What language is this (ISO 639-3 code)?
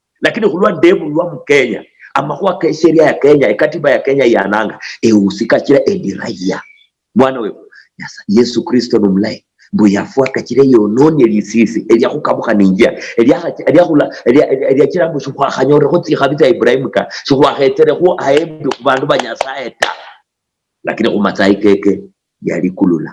luy